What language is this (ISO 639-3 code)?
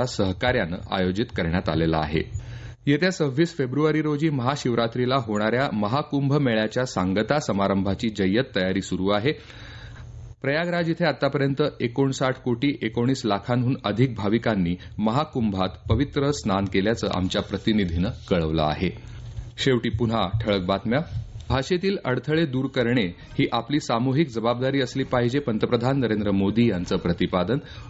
mar